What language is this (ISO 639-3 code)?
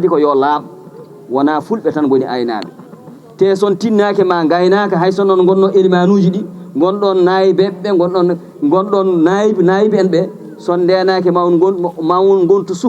ful